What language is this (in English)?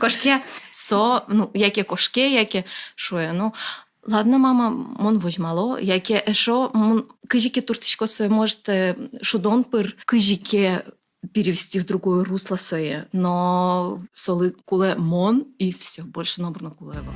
Udmurt